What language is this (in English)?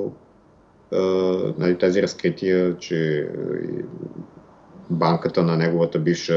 Bulgarian